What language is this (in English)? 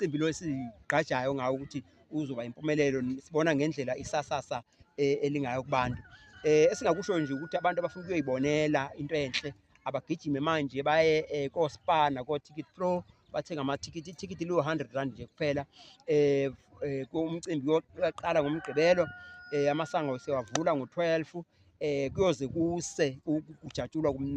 Zulu